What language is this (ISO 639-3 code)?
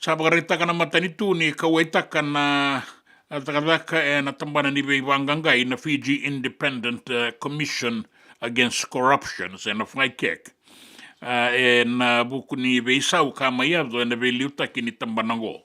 fij